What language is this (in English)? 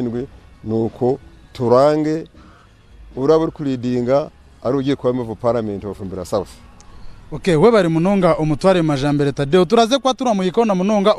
Nyankole